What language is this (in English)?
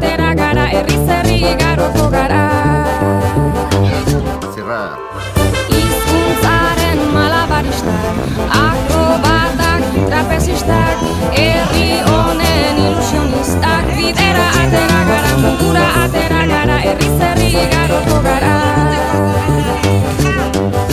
Basque